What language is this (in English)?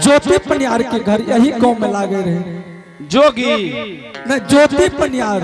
Angika